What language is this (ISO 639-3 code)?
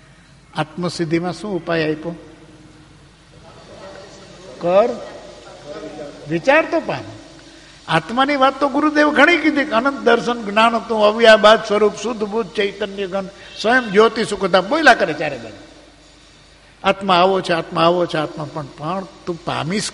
guj